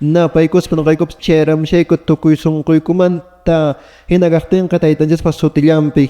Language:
Quechua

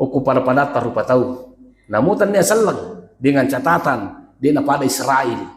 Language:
Buginese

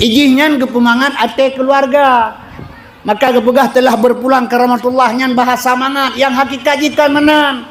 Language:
Achinese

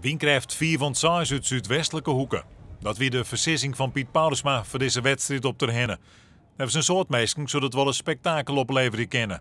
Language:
Western Frisian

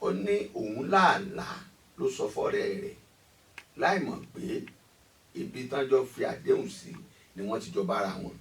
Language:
Yoruba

